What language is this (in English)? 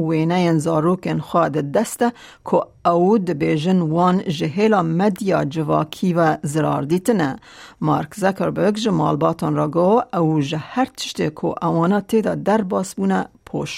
Kurdish